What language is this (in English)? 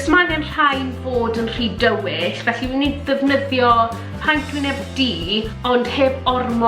Welsh